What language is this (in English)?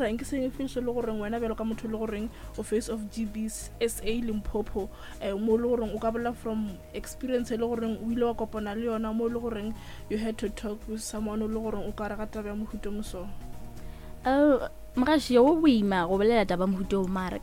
Northern Sotho